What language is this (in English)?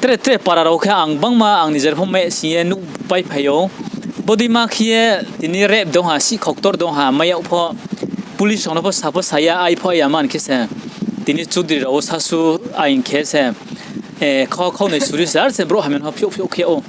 Riang (India)